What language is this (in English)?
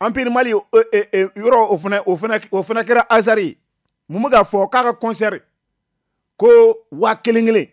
Bambara